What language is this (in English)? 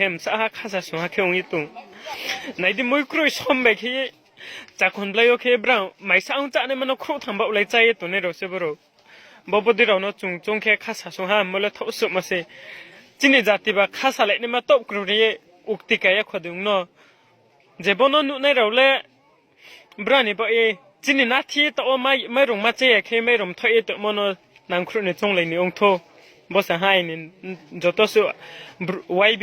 Kok Borok